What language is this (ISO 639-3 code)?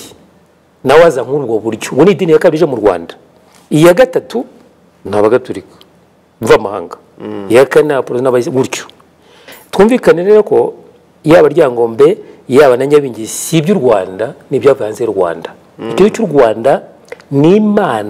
kin